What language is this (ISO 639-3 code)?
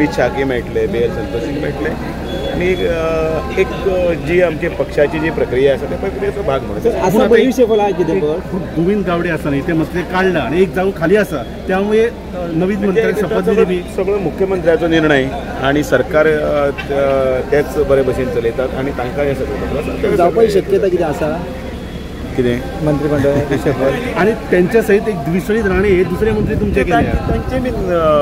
kok